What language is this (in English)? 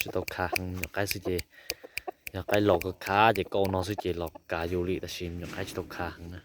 Hmong